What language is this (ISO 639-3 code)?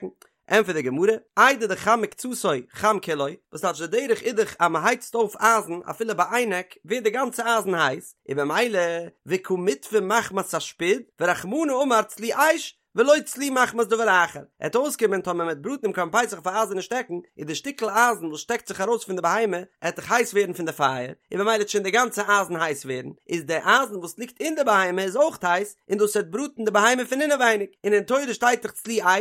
yid